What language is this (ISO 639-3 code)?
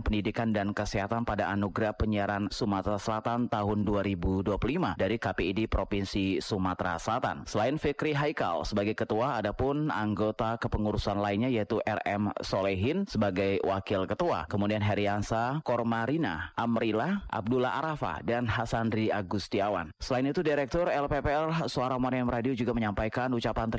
ind